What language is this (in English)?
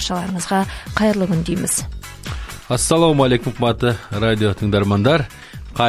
Kazakh